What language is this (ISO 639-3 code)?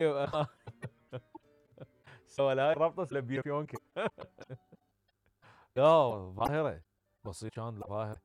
acm